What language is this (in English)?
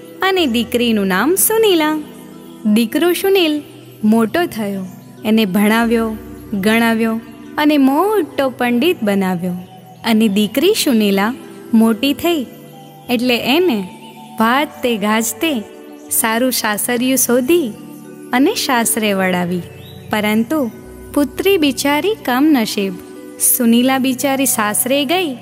Gujarati